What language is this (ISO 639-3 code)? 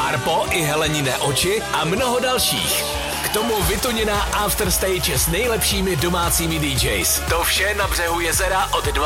ces